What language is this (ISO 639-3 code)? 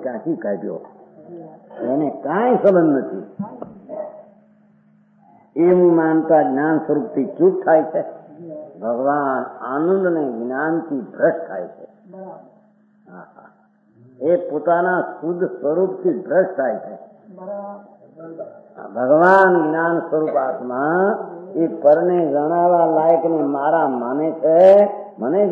guj